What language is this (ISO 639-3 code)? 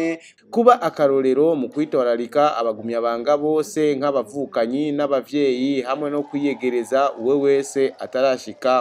run